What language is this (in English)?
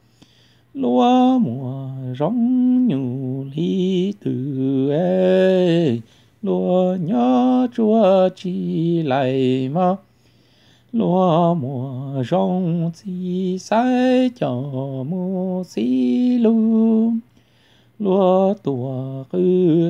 Hmong